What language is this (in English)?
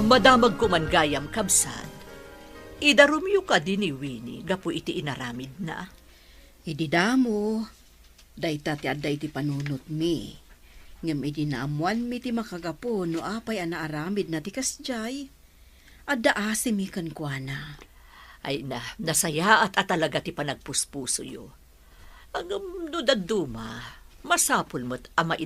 Iloko